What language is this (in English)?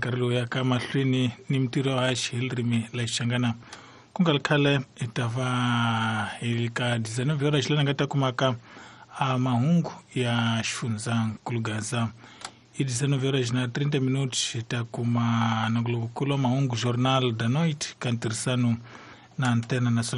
Tsonga